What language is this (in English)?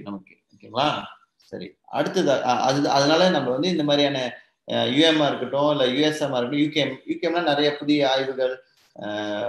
Tamil